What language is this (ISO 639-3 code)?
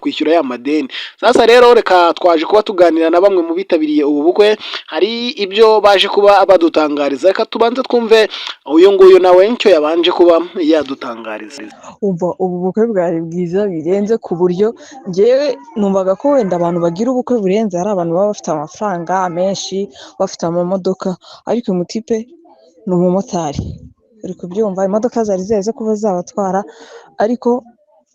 kin